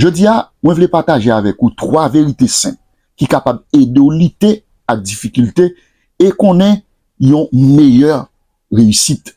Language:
Haitian Creole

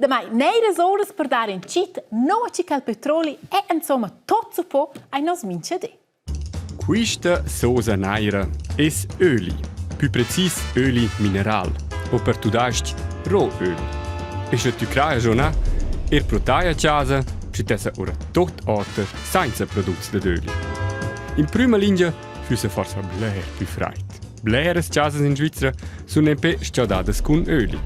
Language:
Romansh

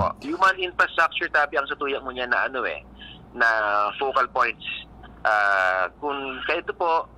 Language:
Bikol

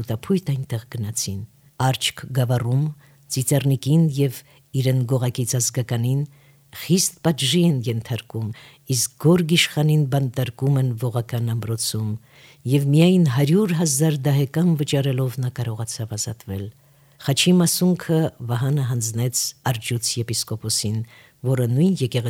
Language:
Armenian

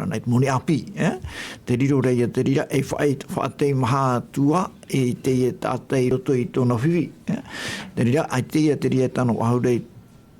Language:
Tahitian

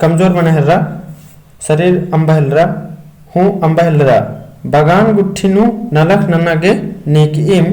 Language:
Kurukh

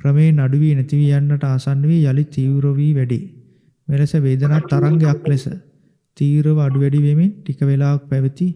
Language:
Sinhala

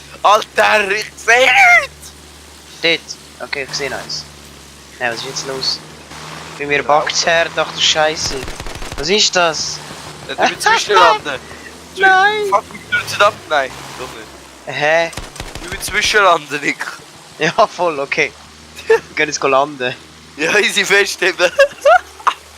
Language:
Swiss German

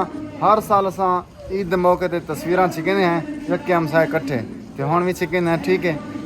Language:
Saraiki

